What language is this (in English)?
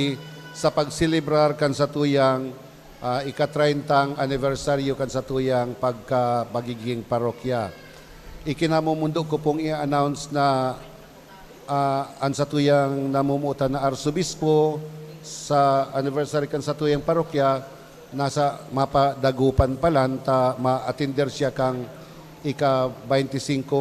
Bikol